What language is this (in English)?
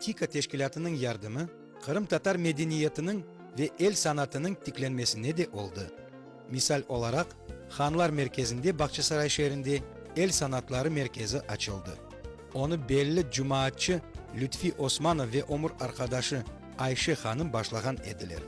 Crimean Tatar